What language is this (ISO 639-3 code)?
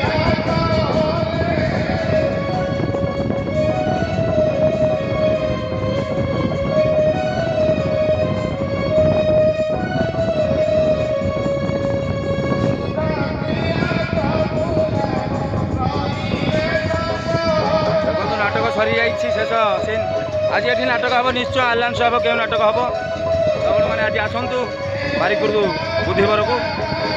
ori